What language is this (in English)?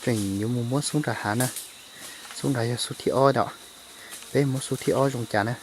Hmong